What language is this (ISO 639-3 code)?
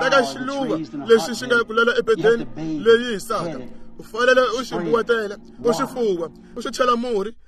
tso